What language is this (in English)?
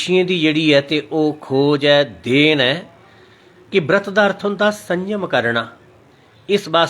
Dogri